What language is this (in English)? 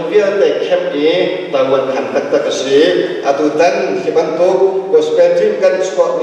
Hakha Chin